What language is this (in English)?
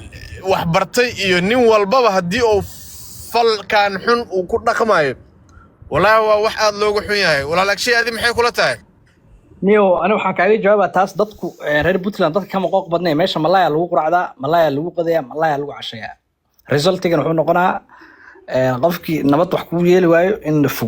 Somali